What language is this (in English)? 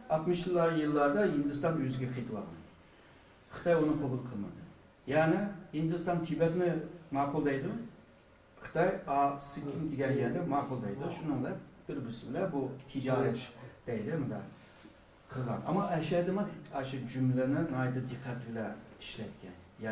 Uyghur